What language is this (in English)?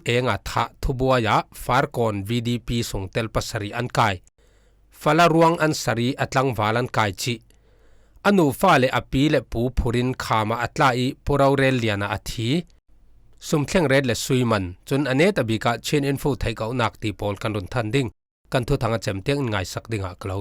Falam Chin